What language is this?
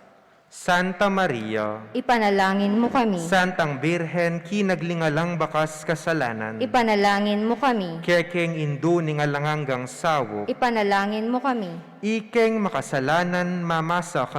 Pampanga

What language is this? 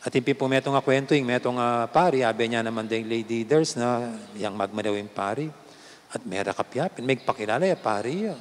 Pampanga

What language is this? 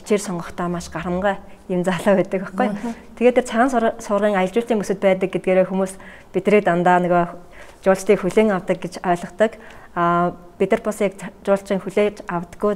Mongolian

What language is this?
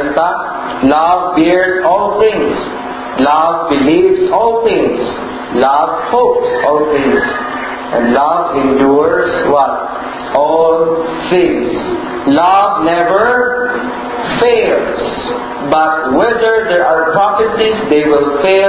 Cebuano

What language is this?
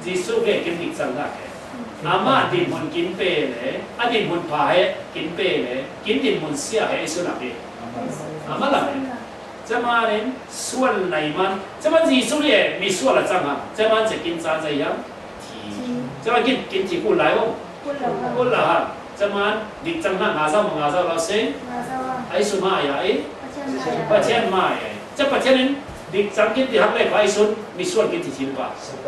Falam Chin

